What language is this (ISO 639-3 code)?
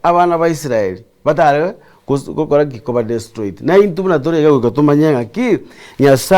guz